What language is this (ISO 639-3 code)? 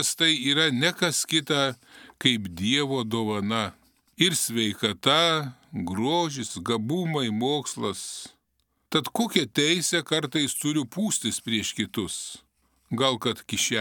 lit